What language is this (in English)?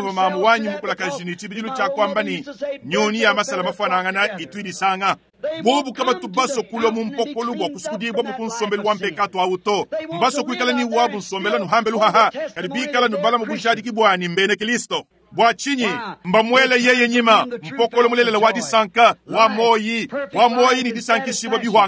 Luba-Lulua